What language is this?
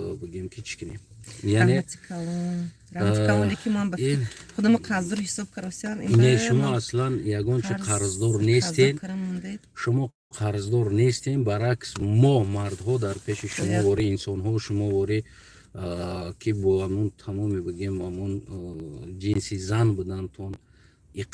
Tajik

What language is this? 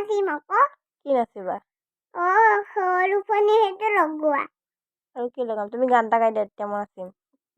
Assamese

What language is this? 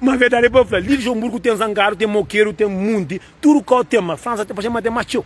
Kabuverdianu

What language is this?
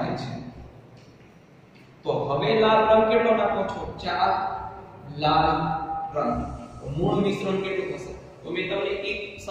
Gujarati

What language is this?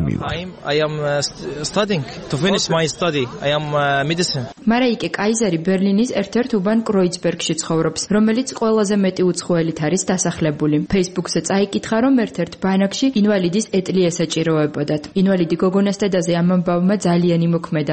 Georgian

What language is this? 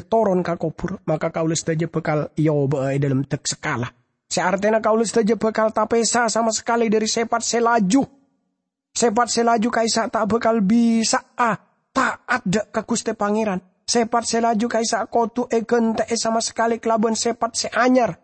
Madurese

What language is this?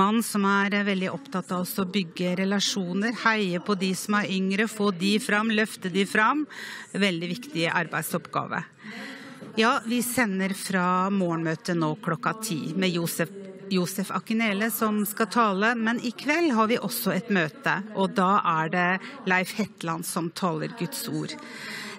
Norwegian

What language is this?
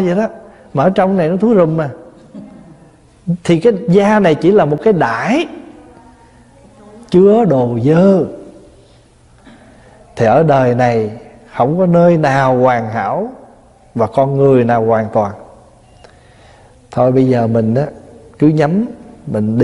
Vietnamese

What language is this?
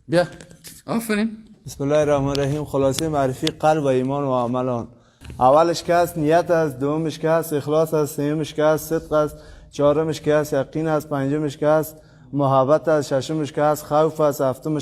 Persian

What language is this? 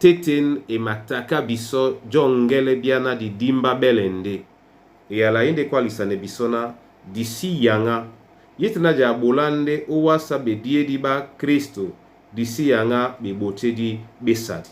Duala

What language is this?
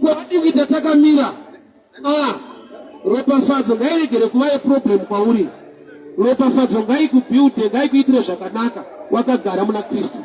Shona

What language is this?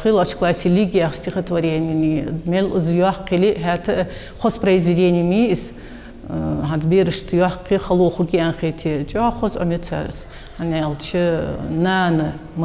Ingush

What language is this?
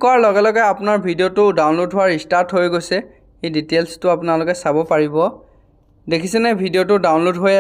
Assamese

